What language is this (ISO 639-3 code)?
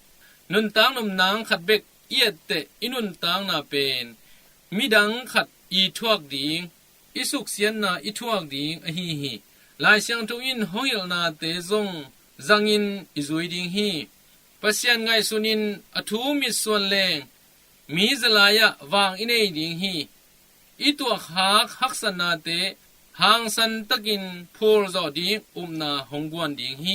ctd